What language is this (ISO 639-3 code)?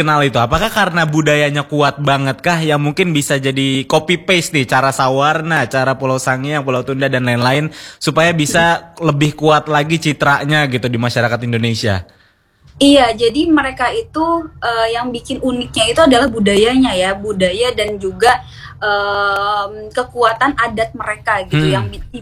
ind